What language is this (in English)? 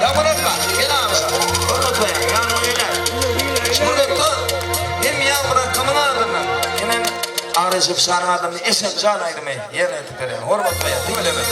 Turkmen